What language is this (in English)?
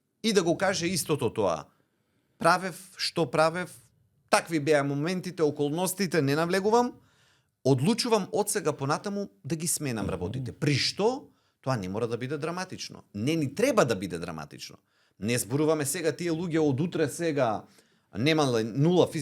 Macedonian